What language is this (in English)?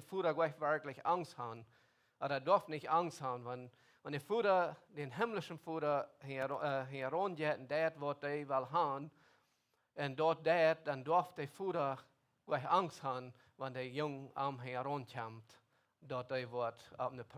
Plautdietsch